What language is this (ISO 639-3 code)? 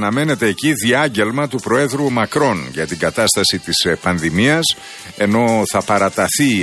ell